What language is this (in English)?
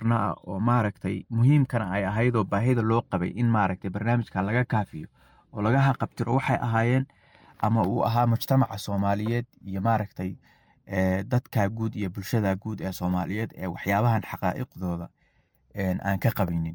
Somali